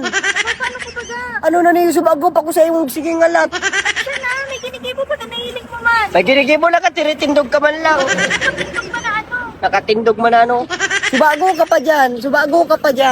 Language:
Bikol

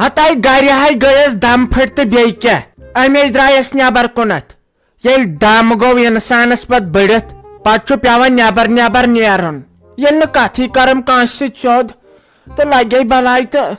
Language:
Kashmiri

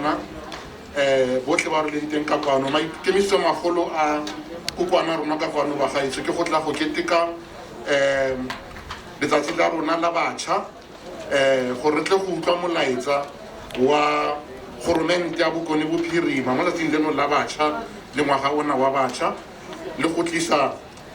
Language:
Tswana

